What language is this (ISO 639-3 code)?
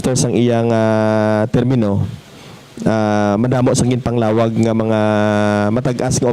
hil